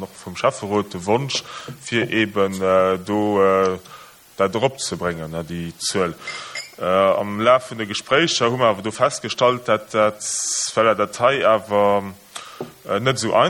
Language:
Luxembourgish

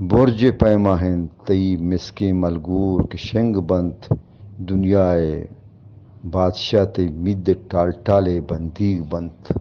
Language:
Eastern Balochi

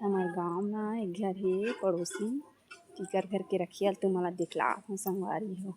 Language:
Chhattisgarhi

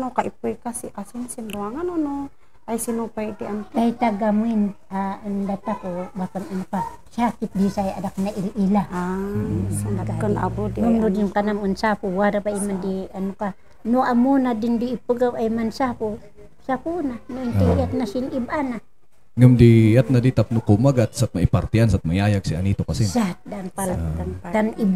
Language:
Kankanaey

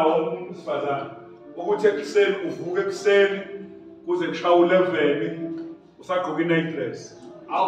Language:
Zulu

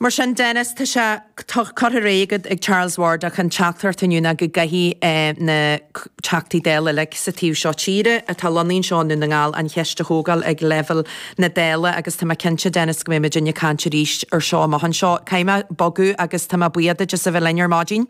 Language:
Irish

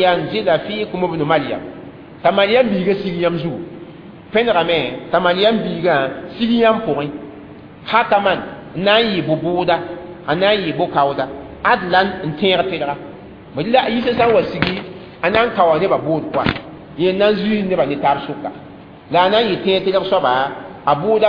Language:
Mossi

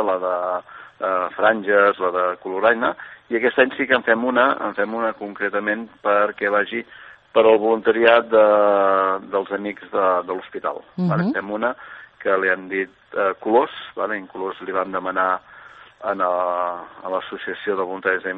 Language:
Catalan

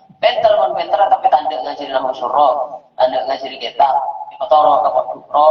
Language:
Madurese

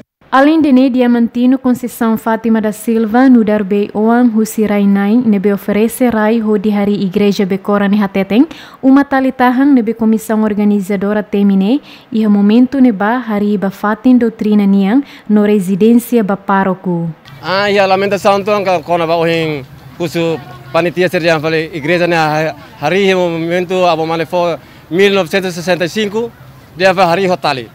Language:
Tetum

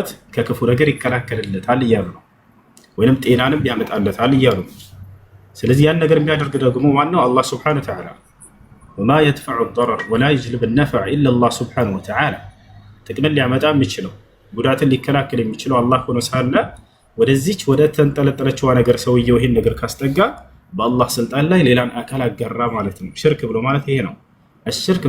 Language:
Amharic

